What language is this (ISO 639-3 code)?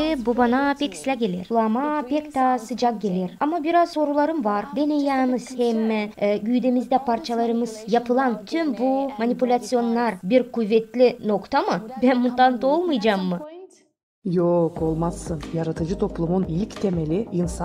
gag